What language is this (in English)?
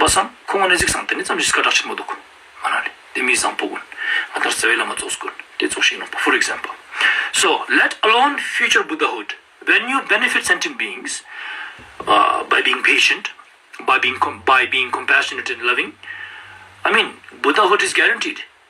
Ladakhi